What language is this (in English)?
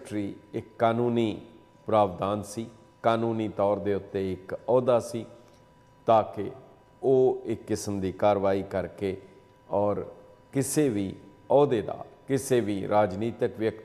Punjabi